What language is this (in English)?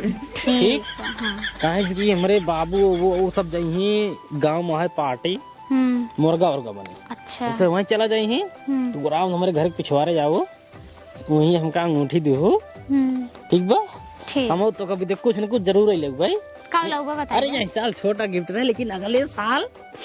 Awadhi